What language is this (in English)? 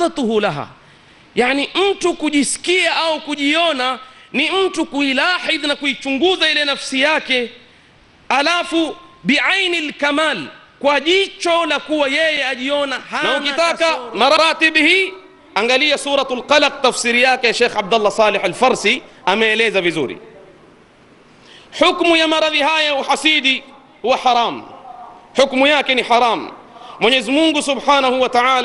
Swahili